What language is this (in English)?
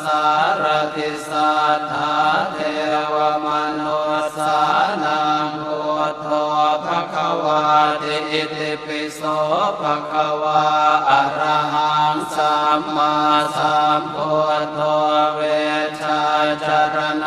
Pali